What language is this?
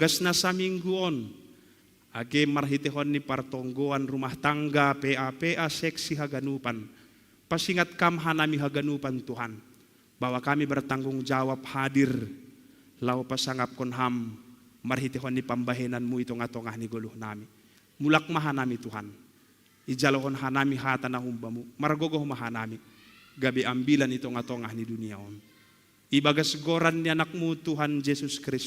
Batak Simalungun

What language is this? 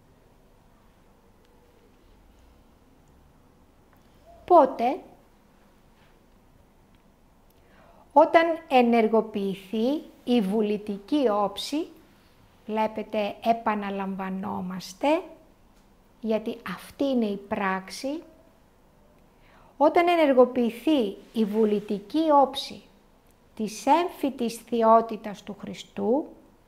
Greek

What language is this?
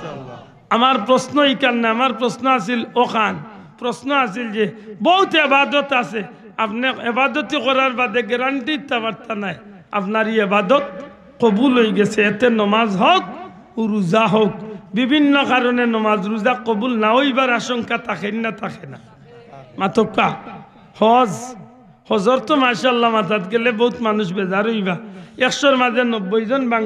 Sylheti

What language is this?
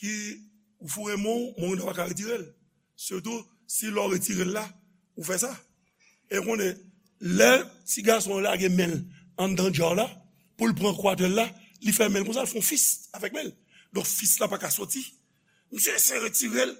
Haitian Creole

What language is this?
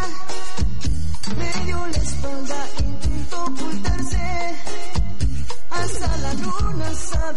Spanish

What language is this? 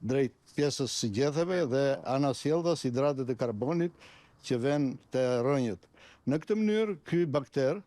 Albanian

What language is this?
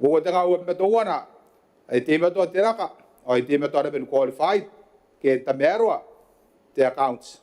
Gilbertese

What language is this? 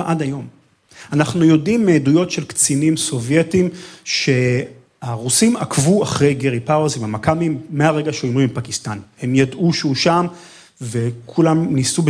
Hebrew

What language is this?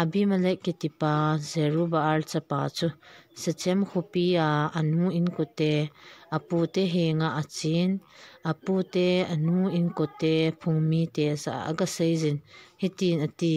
Thado Chin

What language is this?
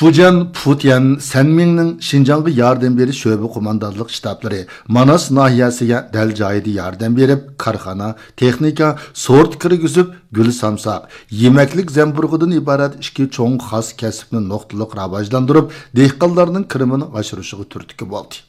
Uyghur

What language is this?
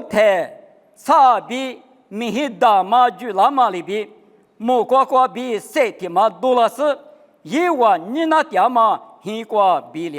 Lisu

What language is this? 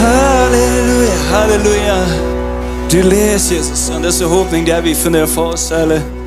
Plautdietsch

